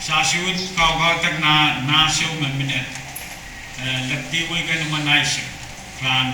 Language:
Pohnpeian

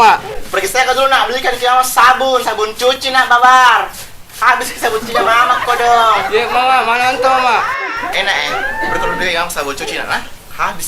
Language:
Makassar Malay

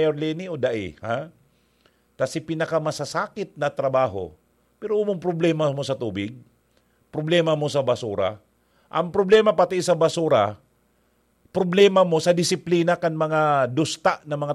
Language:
Bikol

